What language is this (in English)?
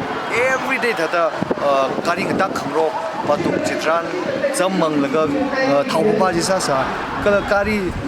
Tangkhul Naga (India)